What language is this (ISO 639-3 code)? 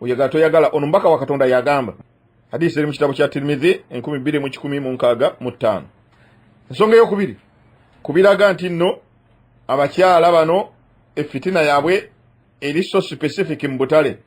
lug